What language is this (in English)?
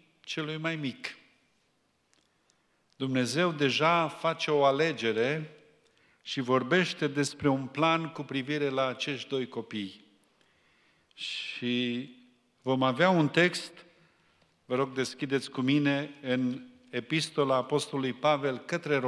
Romanian